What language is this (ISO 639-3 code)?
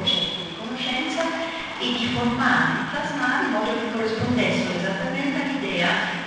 ita